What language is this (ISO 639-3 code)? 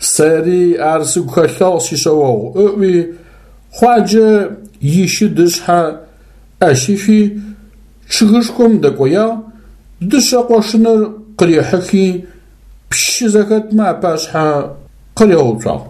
ady